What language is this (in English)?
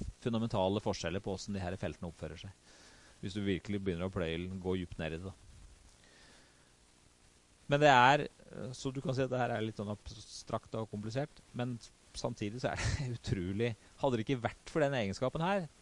Norwegian